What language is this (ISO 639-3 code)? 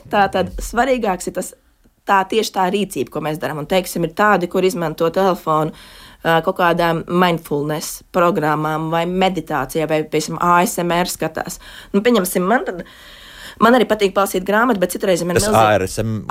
lav